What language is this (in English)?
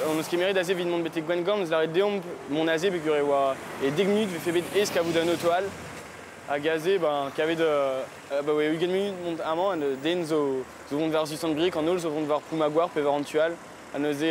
Breton